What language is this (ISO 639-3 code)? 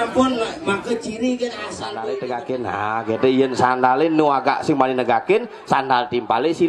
ban